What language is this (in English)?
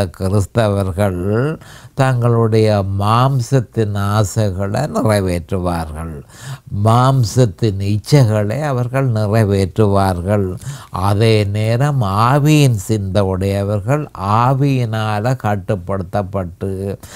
Tamil